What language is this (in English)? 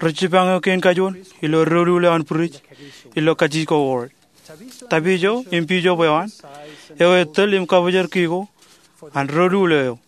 Marshallese